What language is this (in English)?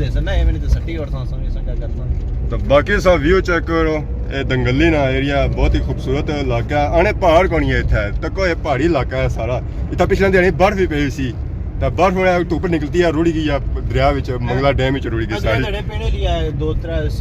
Pahari-Potwari